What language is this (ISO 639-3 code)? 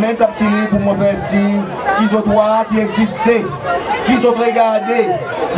crs